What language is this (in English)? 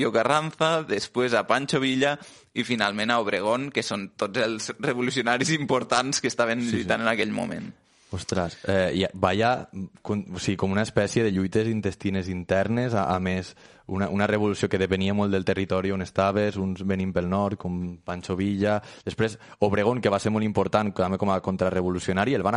Catalan